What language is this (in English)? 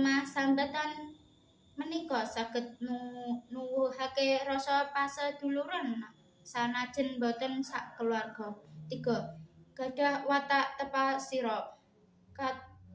Javanese